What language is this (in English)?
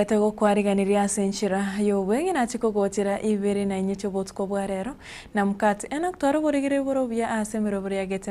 Gusii